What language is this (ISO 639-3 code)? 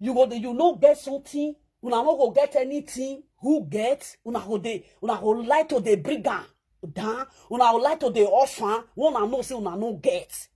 pcm